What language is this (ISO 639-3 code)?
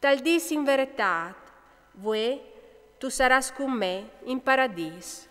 fur